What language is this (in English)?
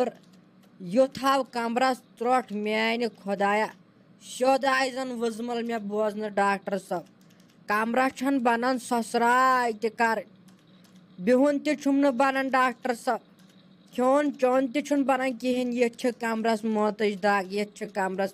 Kashmiri